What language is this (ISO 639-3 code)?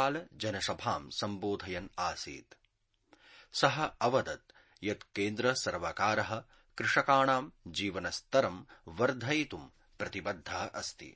san